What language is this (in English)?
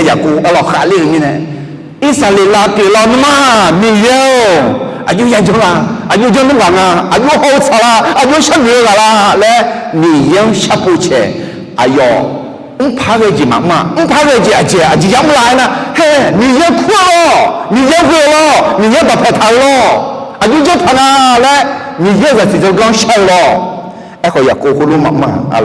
Akha